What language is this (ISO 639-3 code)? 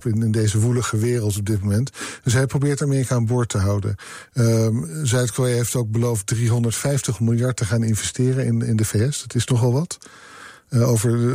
nld